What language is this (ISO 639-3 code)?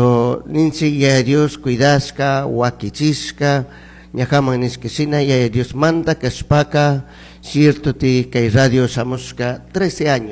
qug